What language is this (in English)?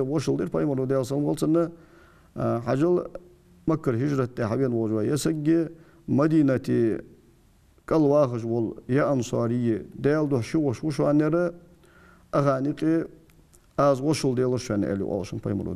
Ingush